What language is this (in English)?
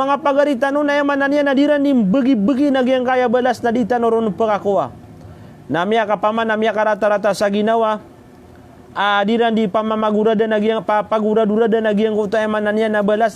Maranao